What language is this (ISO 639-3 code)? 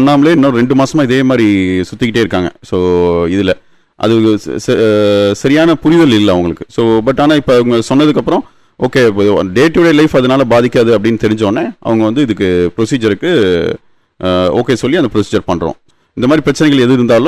tam